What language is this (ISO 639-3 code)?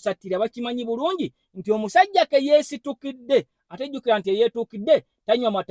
lug